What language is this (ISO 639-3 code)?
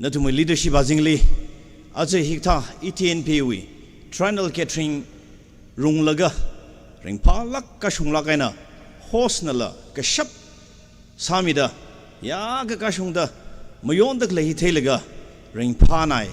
nmf